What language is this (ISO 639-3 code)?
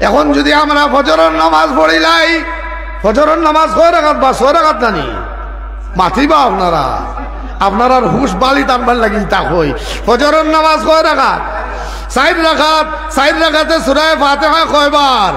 syl